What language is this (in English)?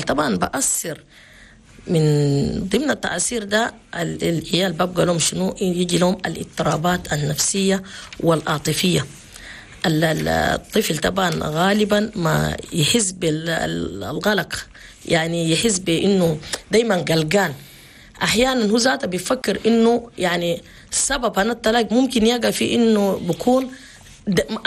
Chadian Arabic